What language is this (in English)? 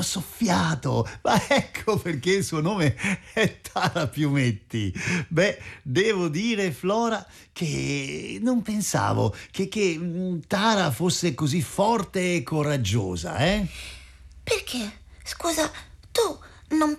Italian